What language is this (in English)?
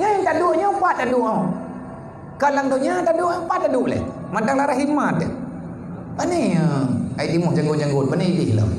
Achinese